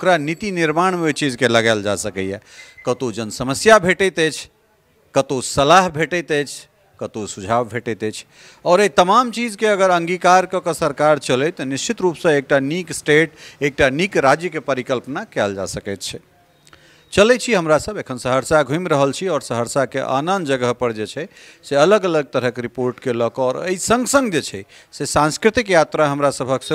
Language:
Maithili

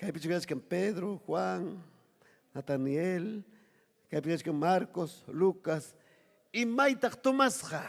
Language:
Ayacucho Quechua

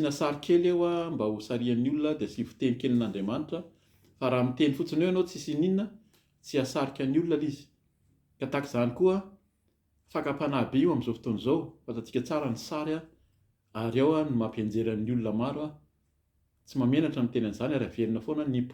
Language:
Malagasy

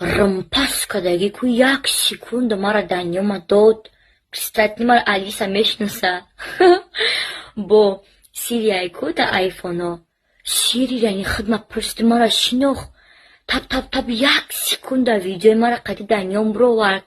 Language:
Tajik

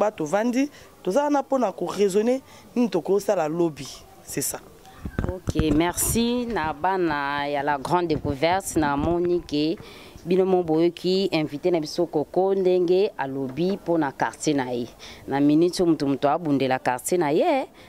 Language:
Lingala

